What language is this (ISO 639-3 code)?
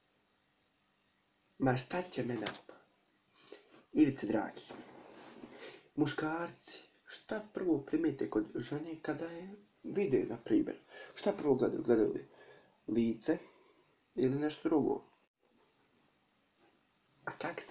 hrv